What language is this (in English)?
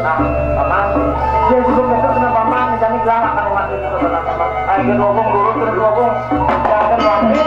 Balinese